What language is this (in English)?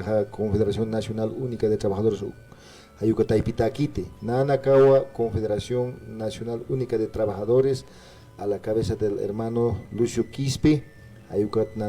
Aymara